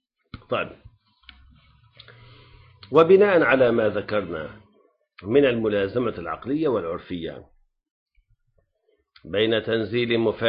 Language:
Arabic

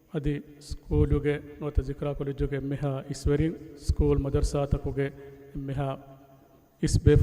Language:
Divehi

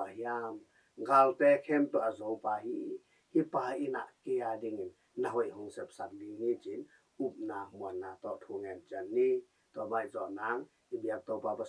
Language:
Tedim Chin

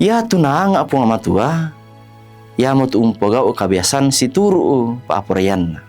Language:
Toraja-Sa'dan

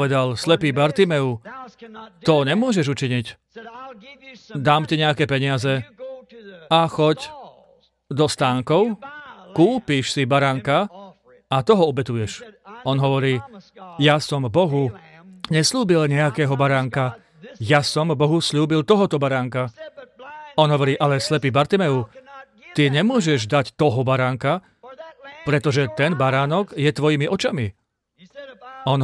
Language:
Slovak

